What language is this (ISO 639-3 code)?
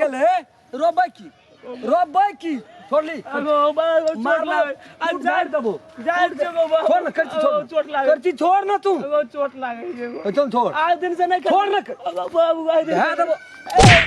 mai